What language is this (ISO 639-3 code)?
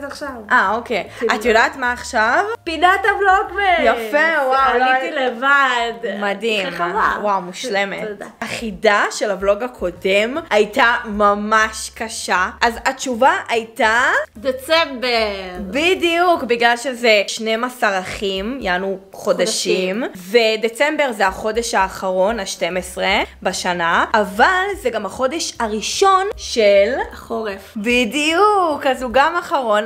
heb